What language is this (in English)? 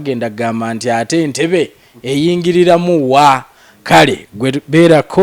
Ganda